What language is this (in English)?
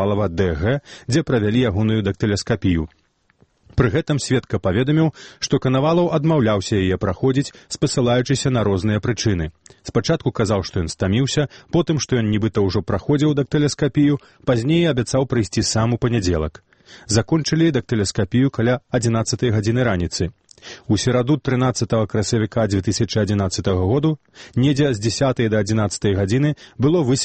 Belarusian